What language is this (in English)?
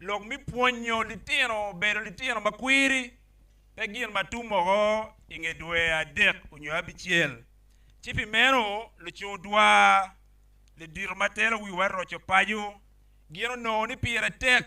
Acoli